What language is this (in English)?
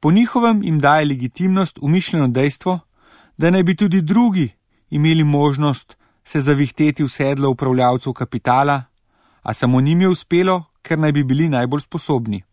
Slovenian